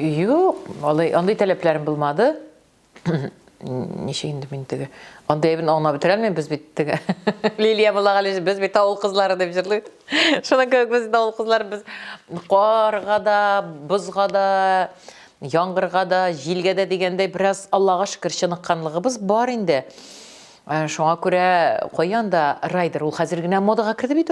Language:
Tatar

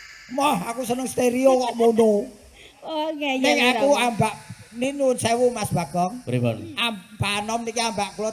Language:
Javanese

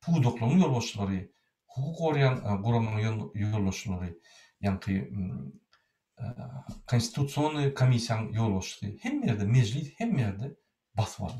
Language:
Turkmen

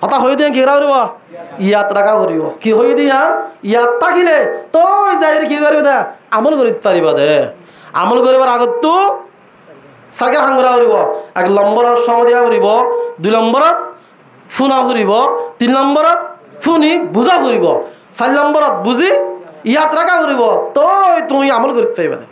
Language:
Rohingya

